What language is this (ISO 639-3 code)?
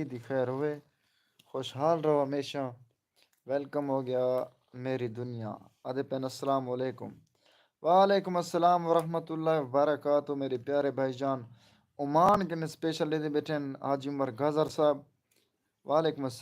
skr